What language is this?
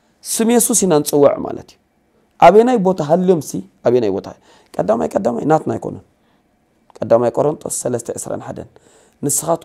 Tigrinya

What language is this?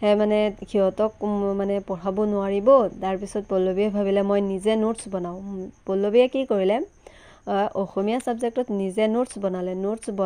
Assamese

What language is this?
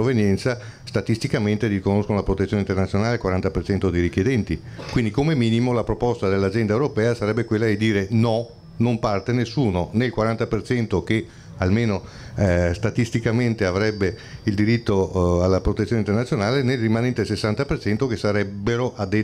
Italian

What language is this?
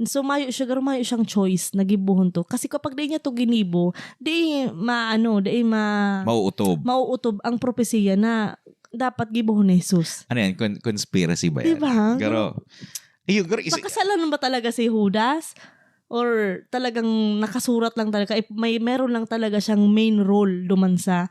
Bikol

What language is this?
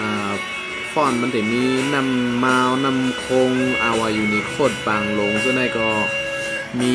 Shan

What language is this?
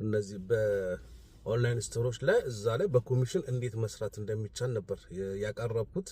Amharic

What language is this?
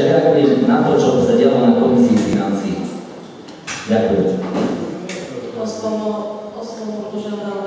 Slovak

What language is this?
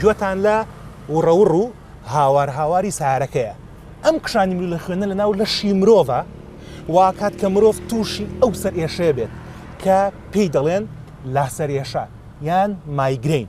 Central Kurdish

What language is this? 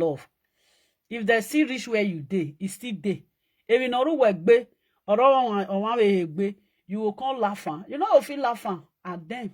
Nigerian Pidgin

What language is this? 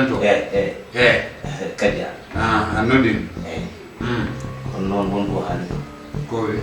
Fula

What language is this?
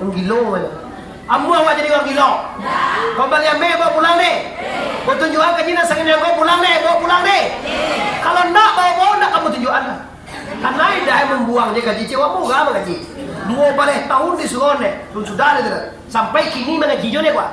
Minangkabau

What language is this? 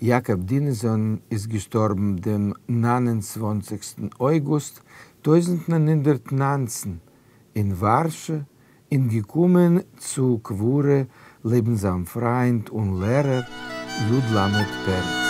Yiddish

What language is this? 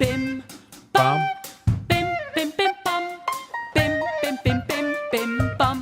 Yiddish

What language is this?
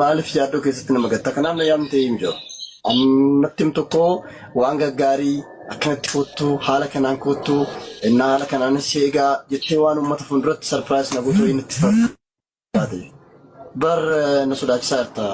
Oromo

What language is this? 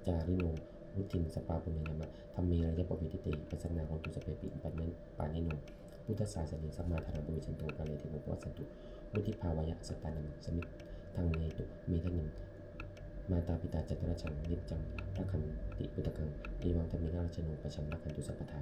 Pali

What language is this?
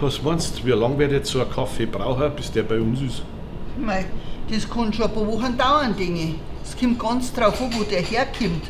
Bavarian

